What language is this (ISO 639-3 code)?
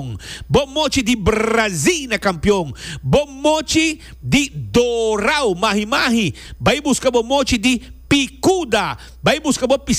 pap